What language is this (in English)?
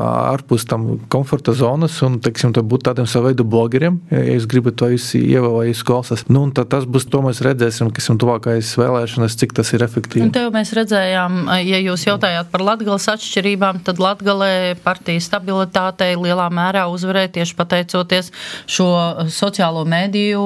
Latvian